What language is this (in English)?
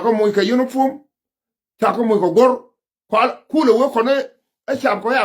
Nuer